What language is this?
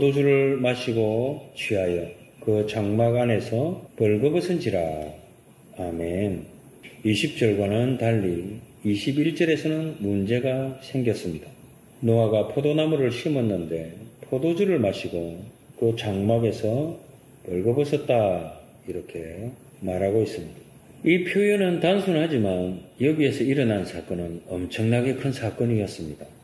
Korean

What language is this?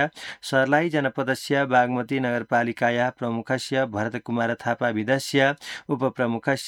Sanskrit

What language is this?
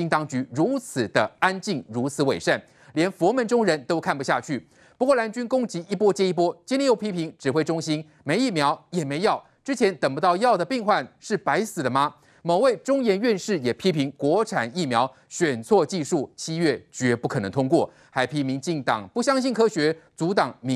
Chinese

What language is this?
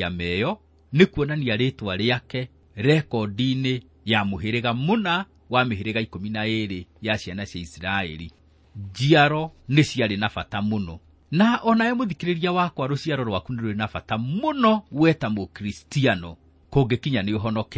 Kikuyu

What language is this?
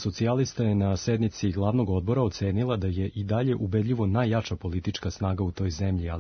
Serbian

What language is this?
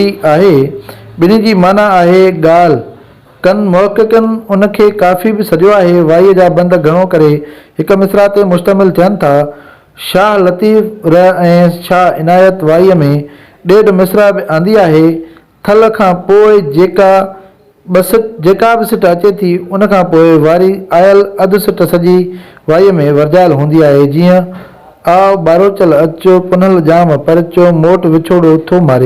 Sindhi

